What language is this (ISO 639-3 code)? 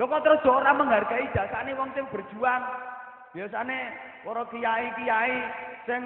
jav